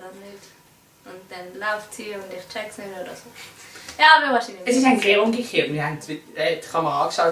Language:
Swiss German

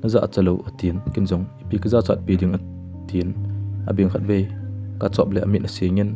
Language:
Thado Chin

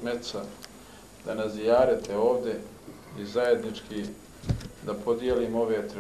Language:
Bosnian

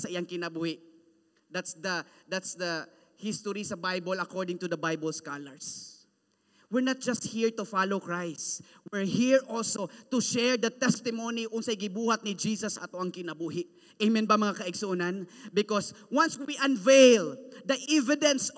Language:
Cebuano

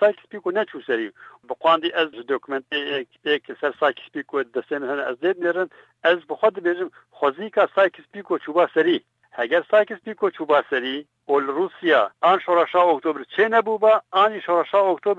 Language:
Kurdish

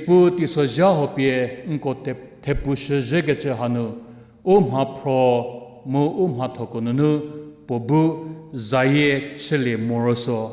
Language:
Angami Naga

